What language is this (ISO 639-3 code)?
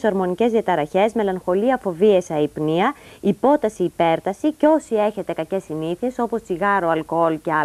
ell